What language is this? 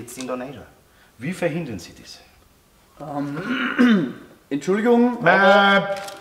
Bavarian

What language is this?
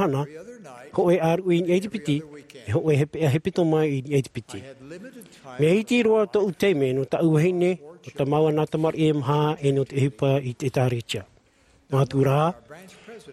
Tahitian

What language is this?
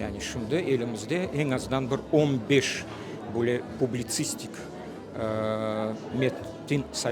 Crimean Tatar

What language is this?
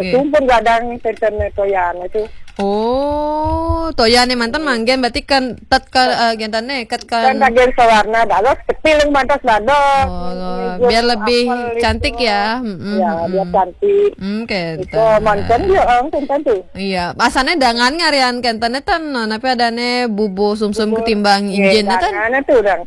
Balinese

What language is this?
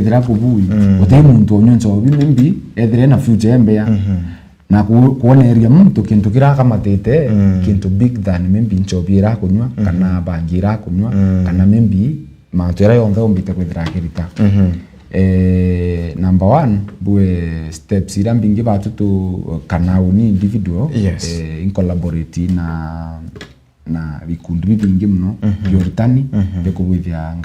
Meru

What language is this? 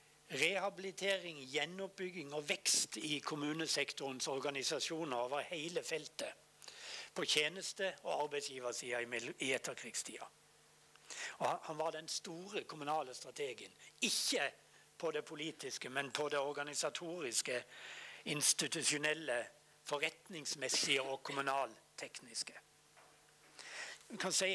Norwegian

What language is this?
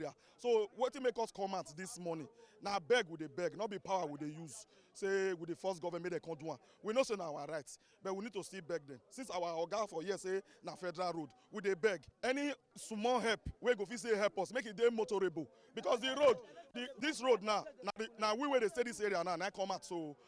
Nigerian Pidgin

